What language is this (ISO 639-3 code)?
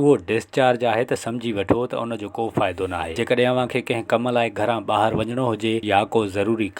snd